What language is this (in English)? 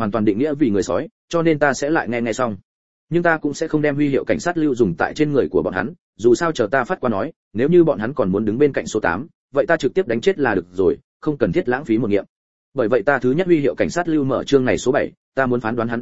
Vietnamese